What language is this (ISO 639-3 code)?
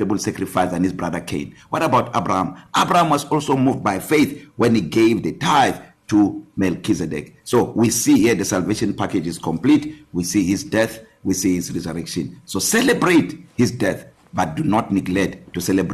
eng